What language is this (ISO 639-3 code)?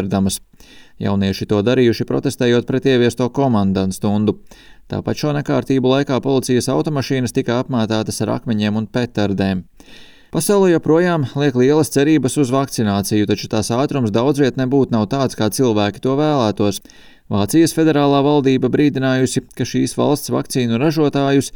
lav